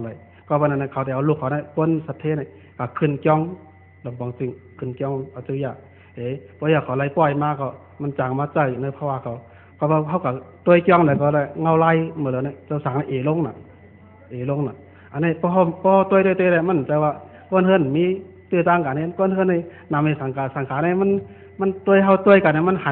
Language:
Shan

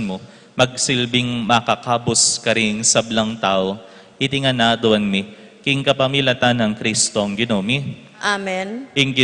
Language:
Pampanga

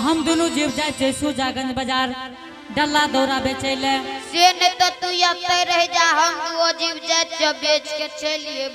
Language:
Angika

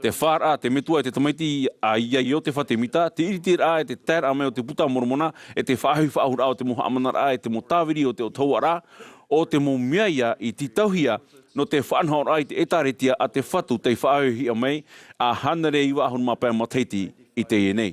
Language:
Tahitian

